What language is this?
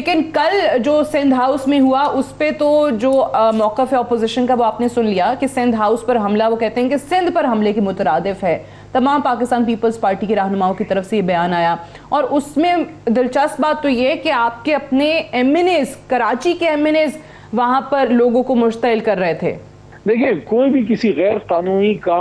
Urdu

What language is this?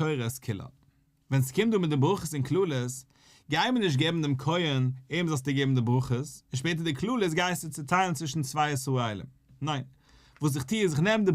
Yiddish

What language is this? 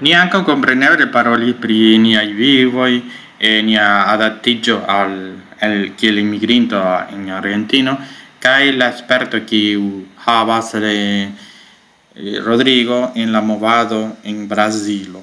Esperanto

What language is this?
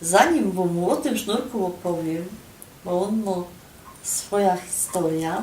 Silesian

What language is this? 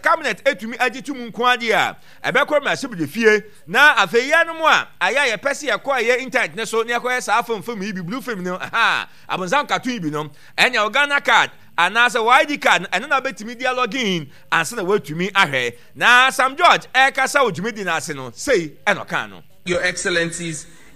Akan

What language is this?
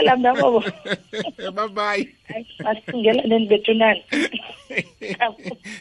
South Ndebele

